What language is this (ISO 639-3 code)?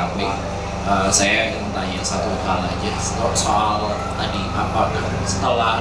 ind